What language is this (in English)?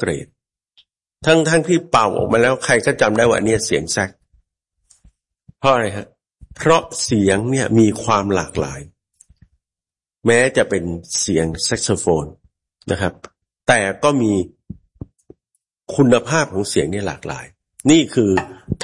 Thai